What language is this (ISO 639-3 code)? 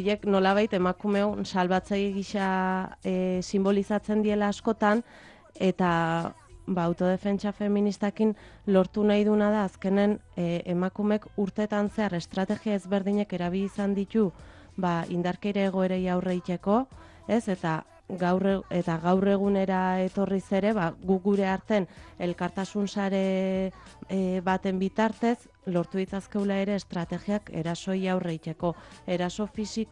eus